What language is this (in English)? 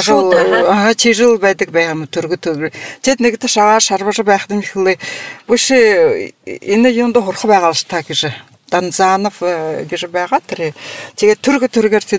Buriat